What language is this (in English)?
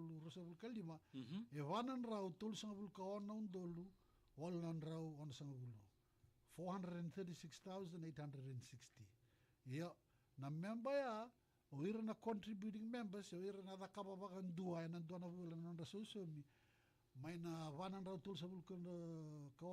Fijian